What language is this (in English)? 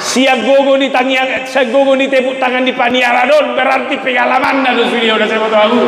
Batak Toba